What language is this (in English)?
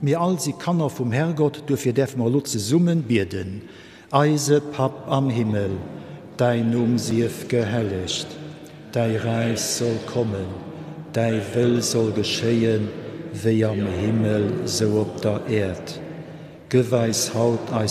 Luxembourgish